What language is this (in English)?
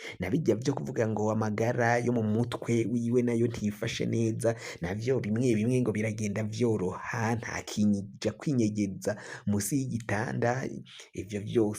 Rundi